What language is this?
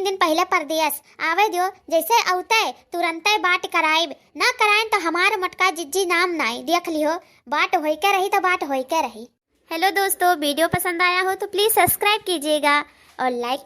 Awadhi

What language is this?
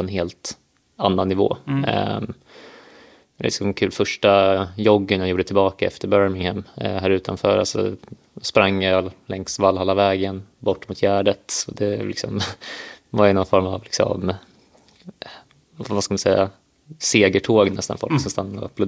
Swedish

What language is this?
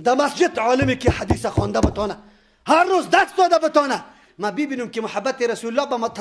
Persian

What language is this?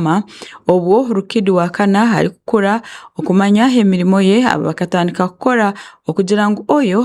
Tooro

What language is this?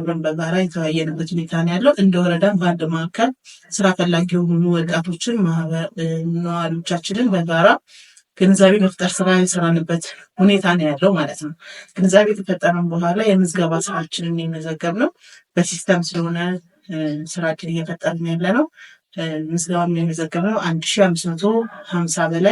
Amharic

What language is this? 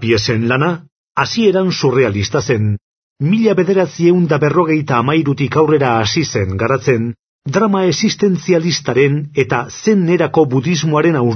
Basque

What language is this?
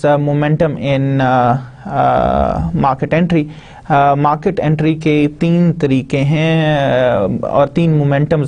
Urdu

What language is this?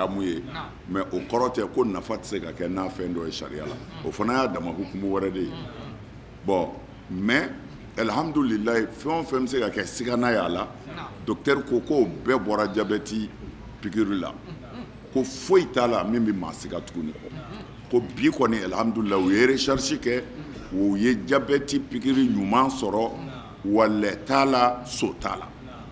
Bambara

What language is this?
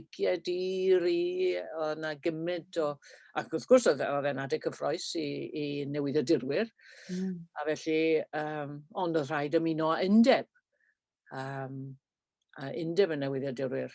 Welsh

